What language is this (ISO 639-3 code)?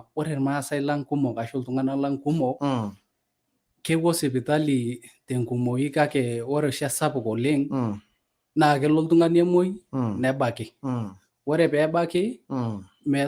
mas